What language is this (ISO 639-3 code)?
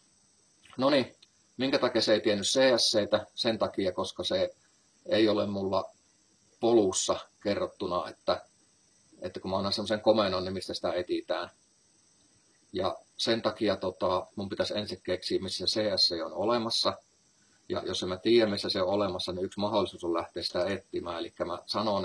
fin